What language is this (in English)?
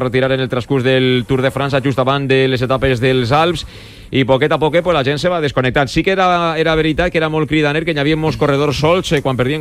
Catalan